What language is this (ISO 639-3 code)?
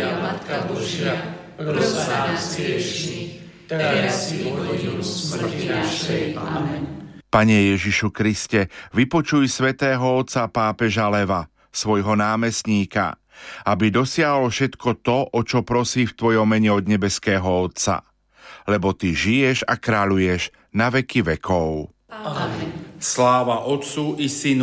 slk